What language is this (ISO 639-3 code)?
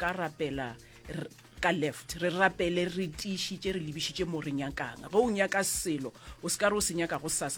nso